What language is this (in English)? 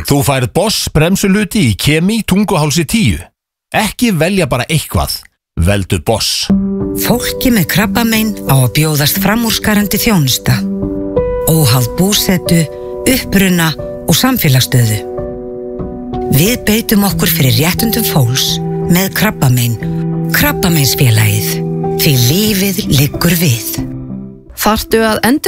Icelandic